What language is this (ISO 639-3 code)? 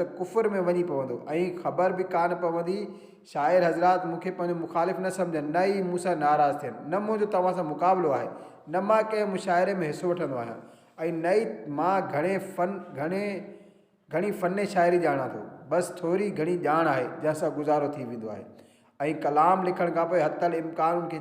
snd